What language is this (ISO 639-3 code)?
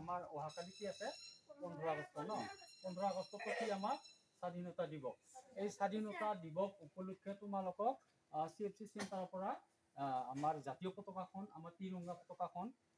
asm